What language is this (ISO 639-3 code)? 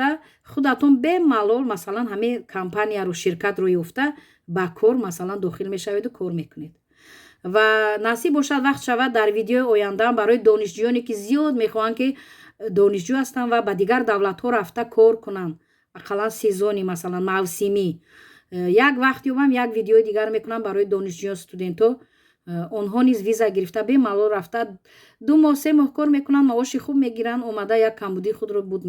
tgk